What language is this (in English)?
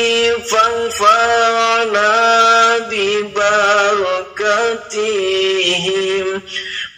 Arabic